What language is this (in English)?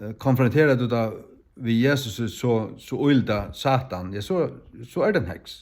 Faroese